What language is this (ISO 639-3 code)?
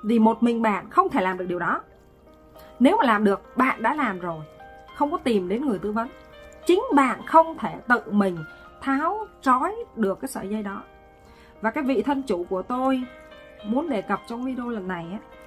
vie